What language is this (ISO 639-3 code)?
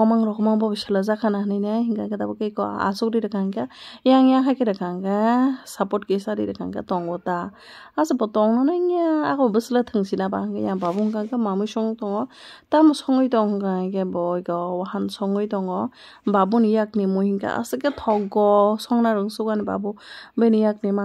trp